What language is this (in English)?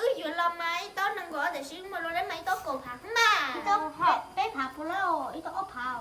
Hmong